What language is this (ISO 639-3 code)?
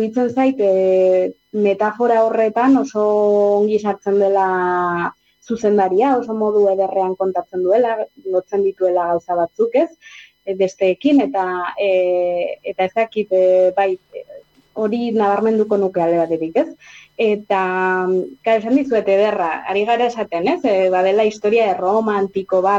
eus